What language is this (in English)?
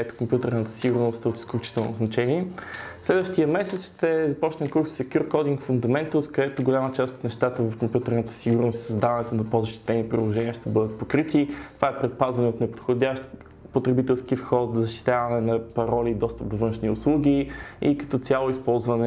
Bulgarian